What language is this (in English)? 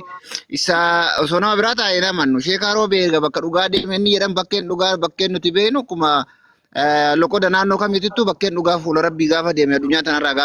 Oromo